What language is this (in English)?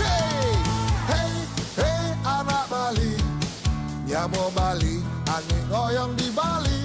Balinese